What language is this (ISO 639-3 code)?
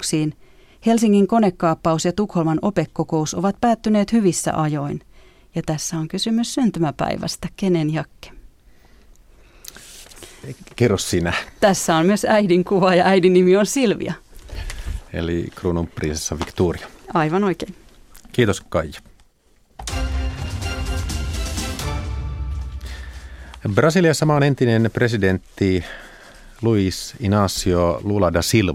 fin